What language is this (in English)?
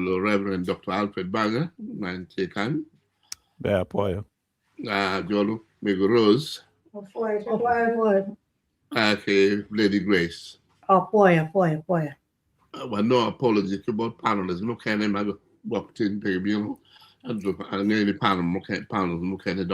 Acoli